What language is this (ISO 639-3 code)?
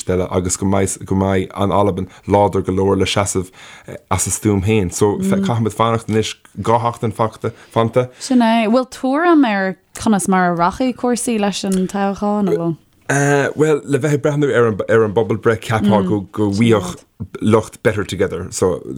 gle